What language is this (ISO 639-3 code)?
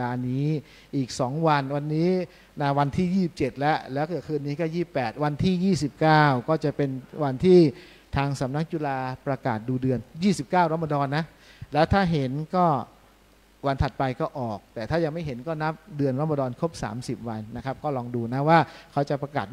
tha